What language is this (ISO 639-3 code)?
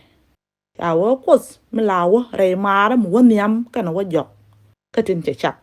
nus